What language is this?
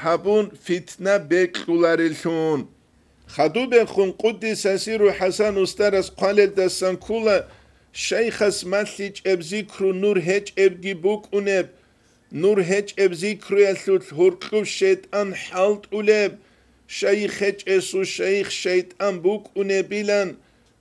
Avaric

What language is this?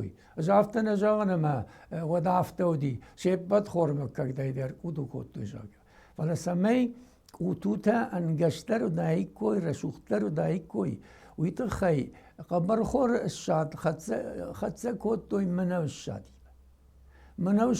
Ossetic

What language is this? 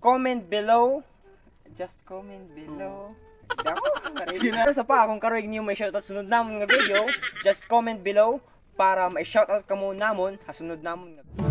Waray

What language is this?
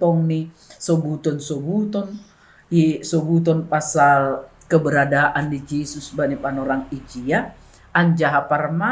Batak Simalungun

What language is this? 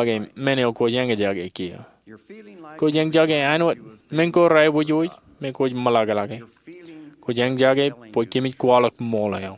Marshallese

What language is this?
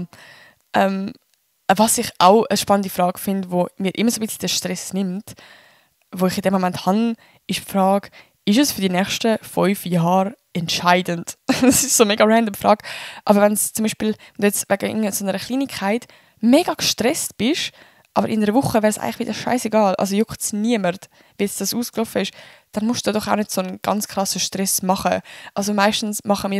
Swiss German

